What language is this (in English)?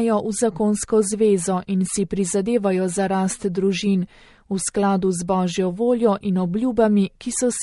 Slovenian